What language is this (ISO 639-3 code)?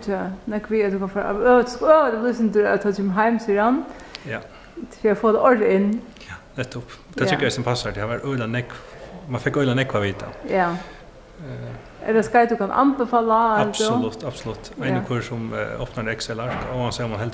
fao